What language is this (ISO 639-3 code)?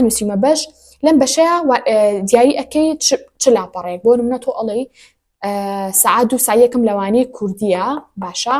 ckb